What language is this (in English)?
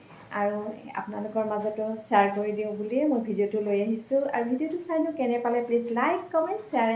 Assamese